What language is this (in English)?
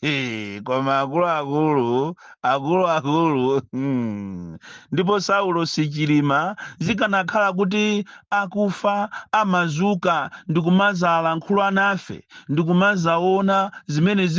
Nyanja